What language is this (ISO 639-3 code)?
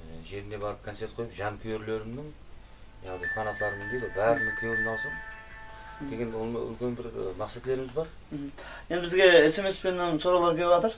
kaa